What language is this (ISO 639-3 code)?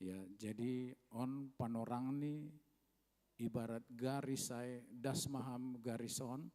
bts